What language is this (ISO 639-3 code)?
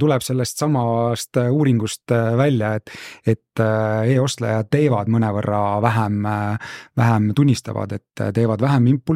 est